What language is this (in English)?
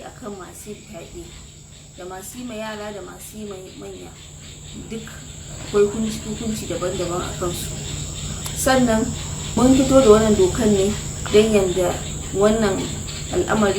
Hausa